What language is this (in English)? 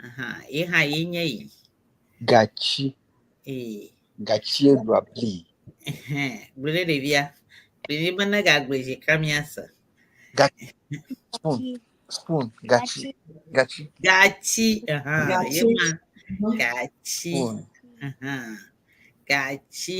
Ewe